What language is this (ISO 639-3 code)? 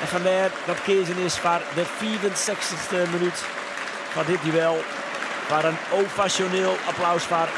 fry